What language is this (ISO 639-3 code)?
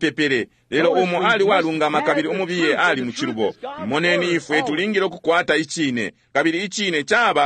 bem